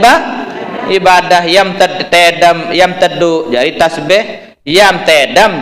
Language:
Sasak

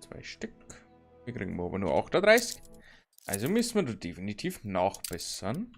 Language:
Bavarian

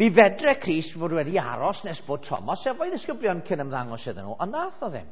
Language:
Welsh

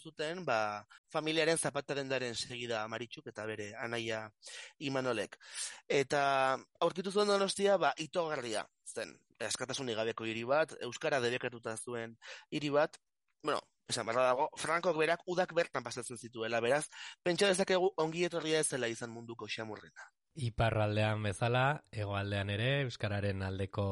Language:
Basque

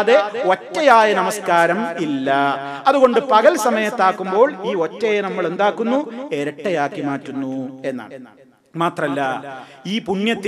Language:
Malayalam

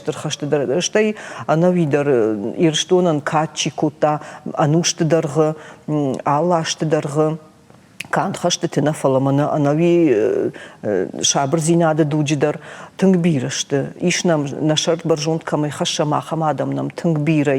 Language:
Ossetic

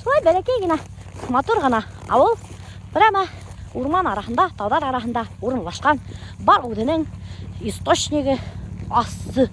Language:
Bashkir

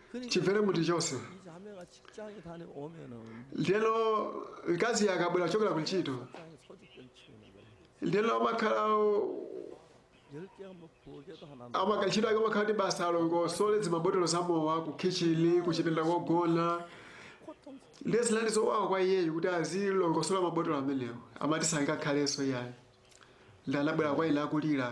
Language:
Nyanja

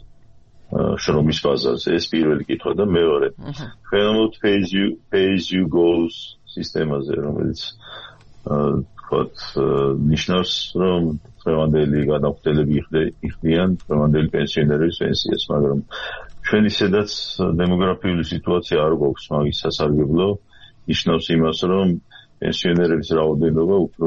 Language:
Georgian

